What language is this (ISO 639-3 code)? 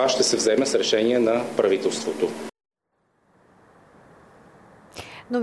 bul